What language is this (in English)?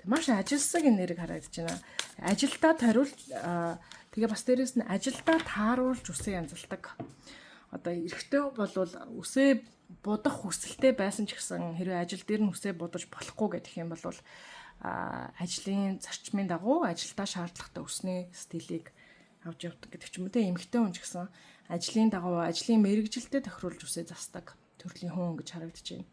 Mongolian